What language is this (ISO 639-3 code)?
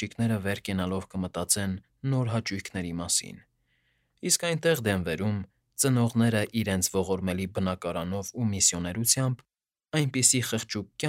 hye